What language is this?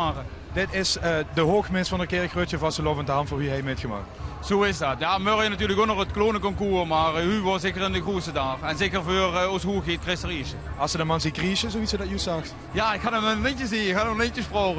Limburgish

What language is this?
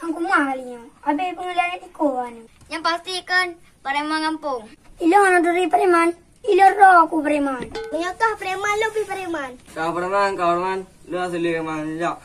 Achinese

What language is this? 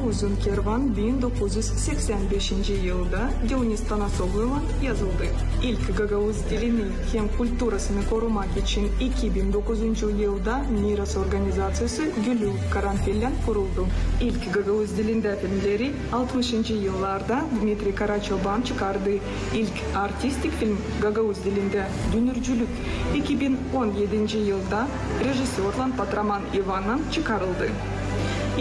Gagauz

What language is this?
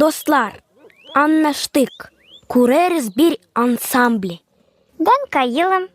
Gagauz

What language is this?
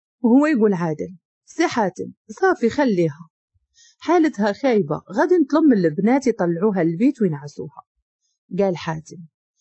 Moroccan Arabic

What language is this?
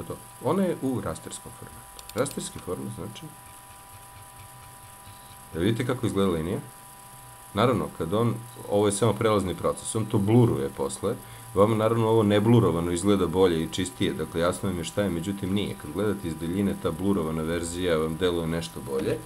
Serbian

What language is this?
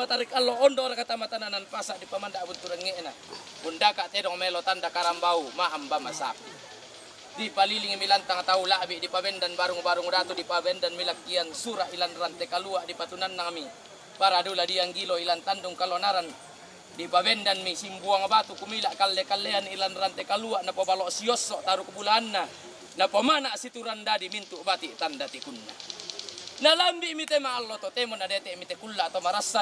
Toraja-Sa'dan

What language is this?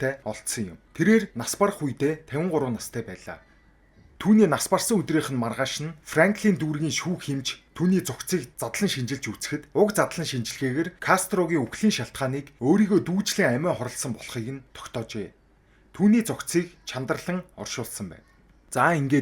Mongolian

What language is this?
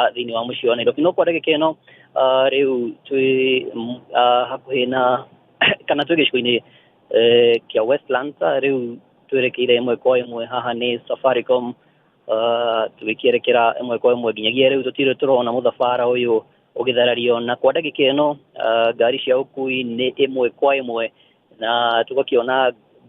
Kikuyu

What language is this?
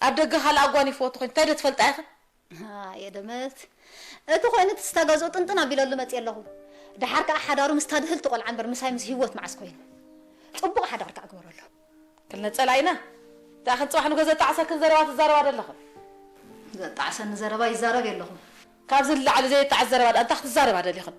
Tigrinya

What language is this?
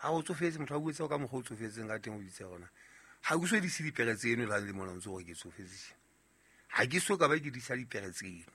Southern Sotho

